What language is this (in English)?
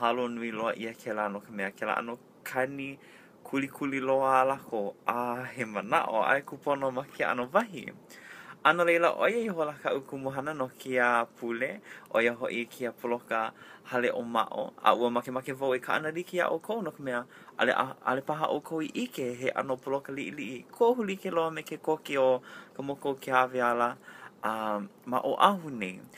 Hawaiian